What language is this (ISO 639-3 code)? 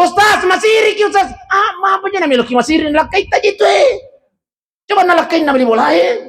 bug